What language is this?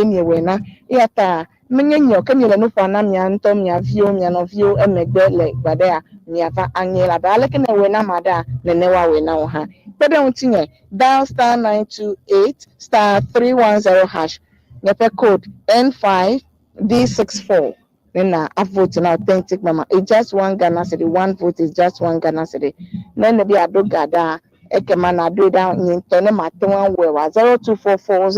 Ewe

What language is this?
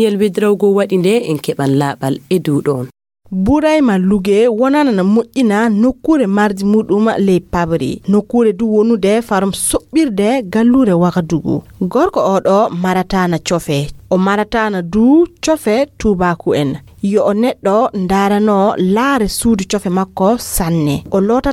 Fula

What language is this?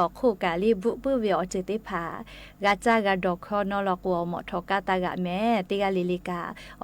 Lahu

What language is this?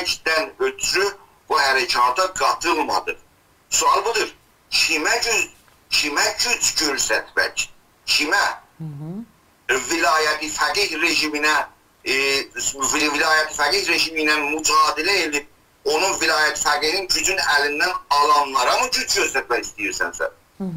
South Azerbaijani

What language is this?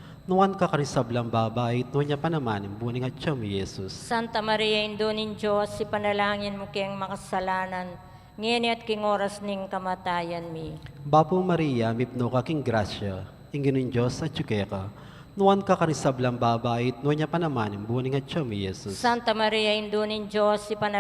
Pampanga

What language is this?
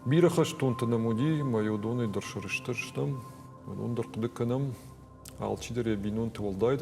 Ossetic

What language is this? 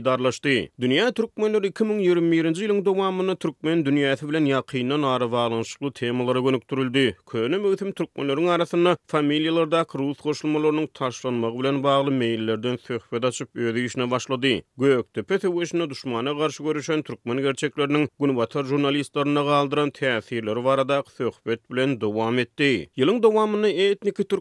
Turkmen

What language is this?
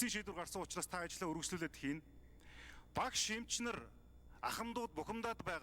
Mongolian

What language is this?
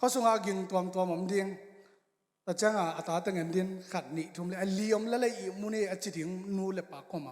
Tedim Chin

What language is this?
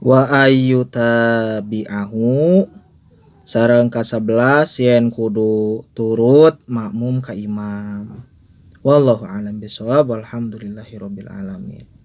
Sundanese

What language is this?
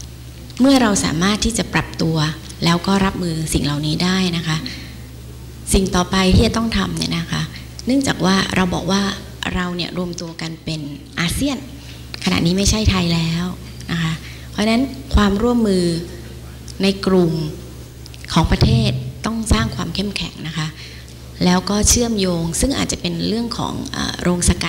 Thai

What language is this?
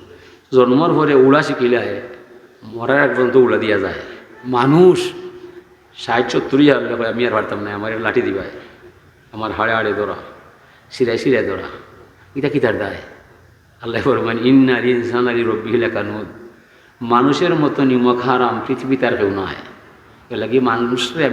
Sylheti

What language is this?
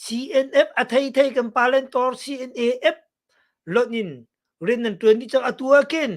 Hakha Chin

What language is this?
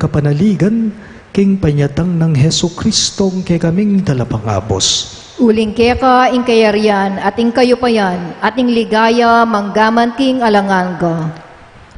Pampanga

